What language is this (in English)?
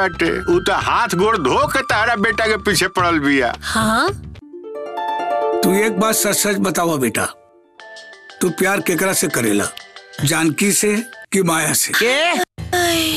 Bhojpuri